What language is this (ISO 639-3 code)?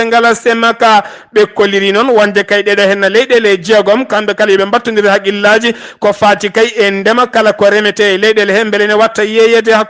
ful